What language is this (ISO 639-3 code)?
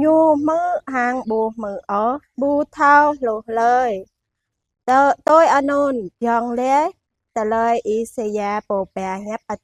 jra